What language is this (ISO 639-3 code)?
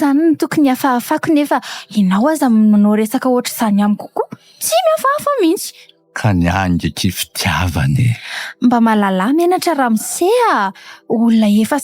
mlg